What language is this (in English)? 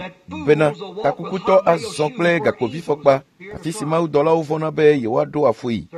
Ewe